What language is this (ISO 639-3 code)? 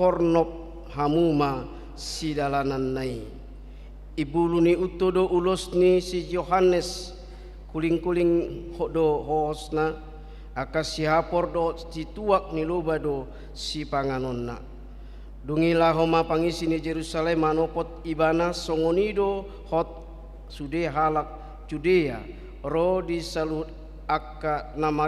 bbc